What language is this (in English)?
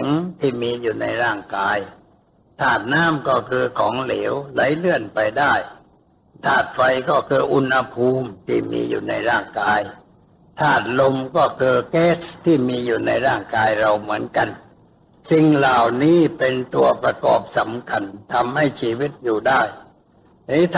Thai